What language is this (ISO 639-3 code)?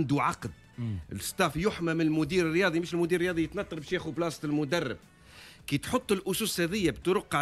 aeb